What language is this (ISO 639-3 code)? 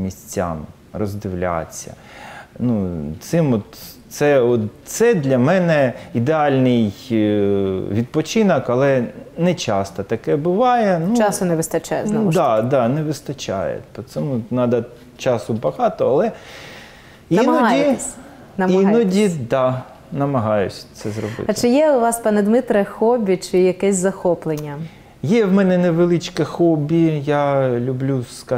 ukr